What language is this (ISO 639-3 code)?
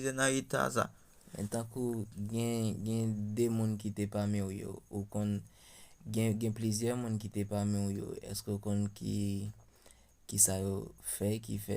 hat